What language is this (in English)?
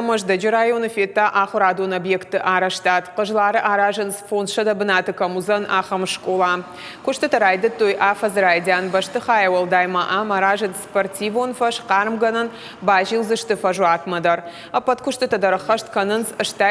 Ossetic